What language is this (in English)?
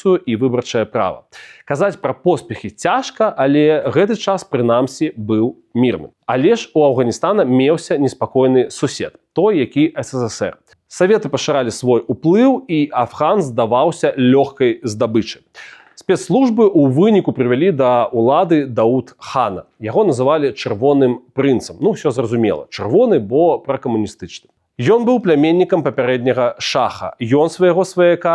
Belarusian